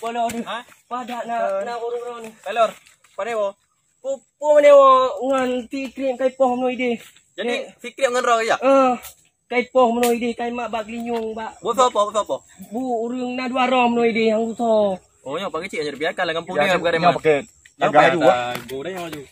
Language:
Achinese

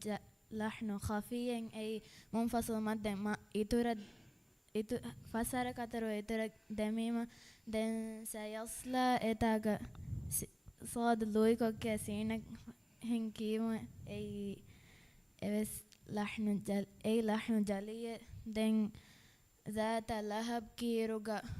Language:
Divehi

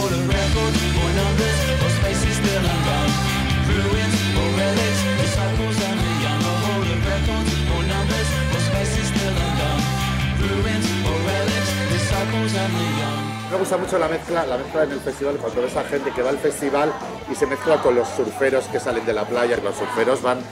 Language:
Spanish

